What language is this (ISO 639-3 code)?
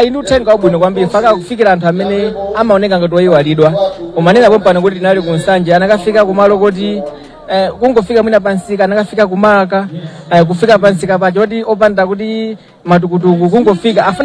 nya